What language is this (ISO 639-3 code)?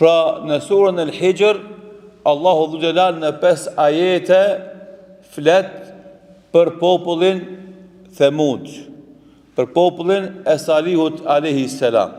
sqi